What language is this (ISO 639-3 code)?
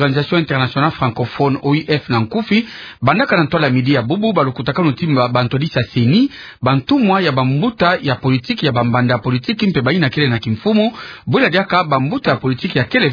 ktu